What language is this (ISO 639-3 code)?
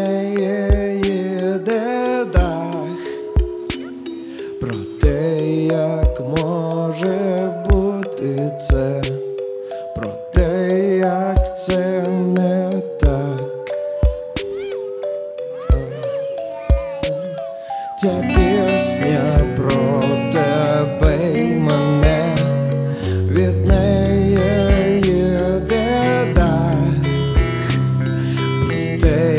ukr